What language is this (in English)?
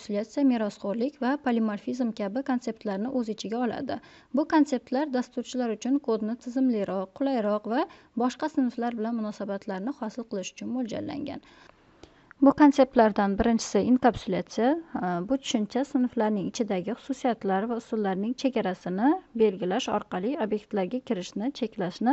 Uzbek